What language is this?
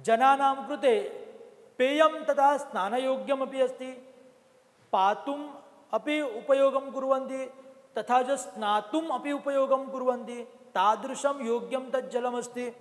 Sanskrit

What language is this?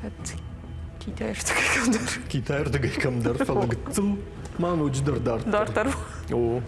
Ossetic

